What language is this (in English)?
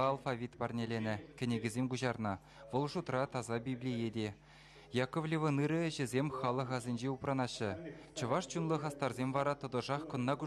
Chuvash